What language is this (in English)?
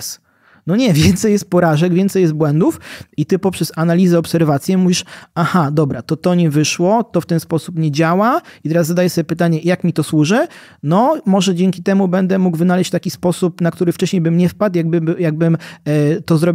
Polish